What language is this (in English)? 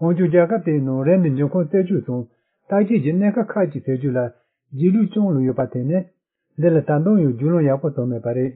Tibetan